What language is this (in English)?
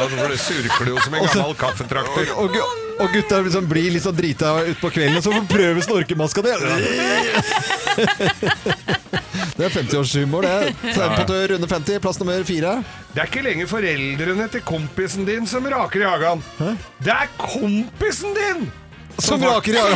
Norwegian